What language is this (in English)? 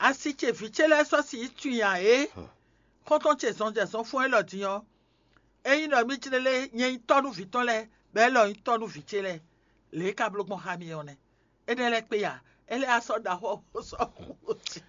Fon